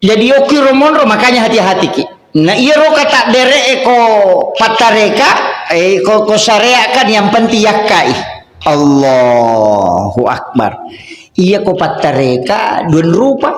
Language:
Buginese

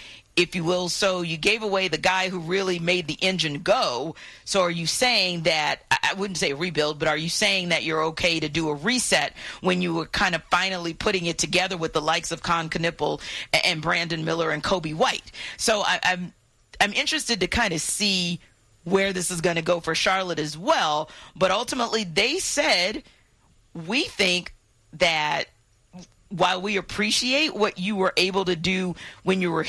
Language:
English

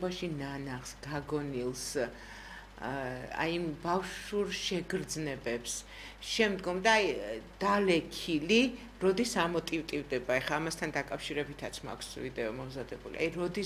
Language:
Georgian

